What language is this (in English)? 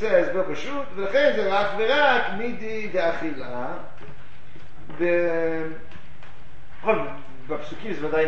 Hebrew